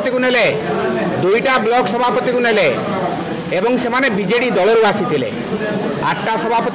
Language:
Odia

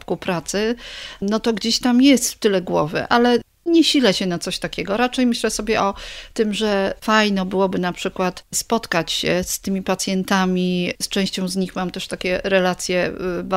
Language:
Polish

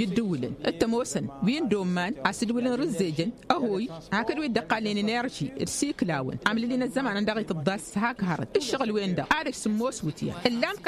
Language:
Tamasheq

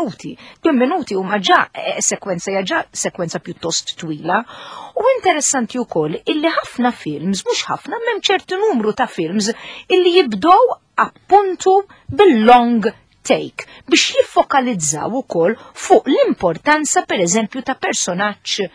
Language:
Maltese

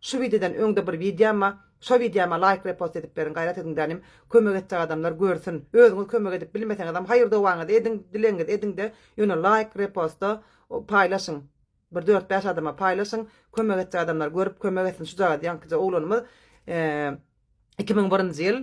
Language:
Turkmen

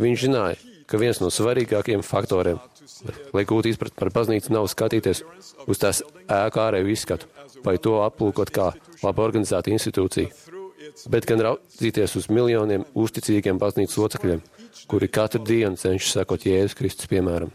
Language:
Latvian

